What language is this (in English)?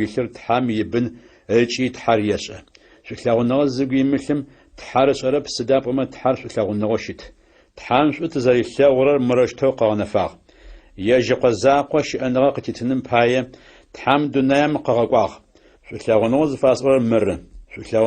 Adyghe